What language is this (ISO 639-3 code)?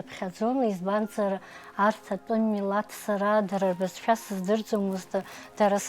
abk